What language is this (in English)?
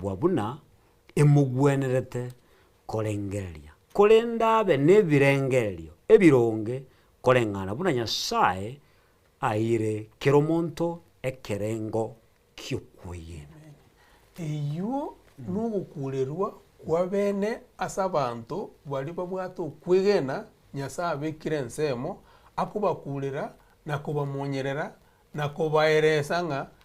Gusii